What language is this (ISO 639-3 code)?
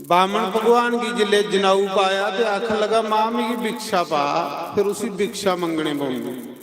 doi